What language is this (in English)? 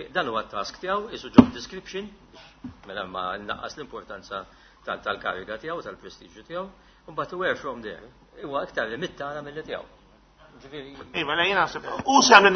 Maltese